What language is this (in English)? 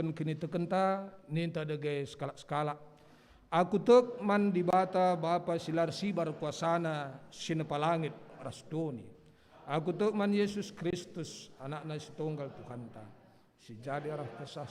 Batak Karo